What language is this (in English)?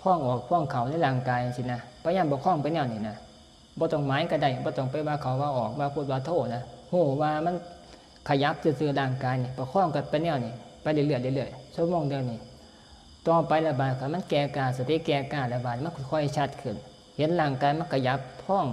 Northeastern Thai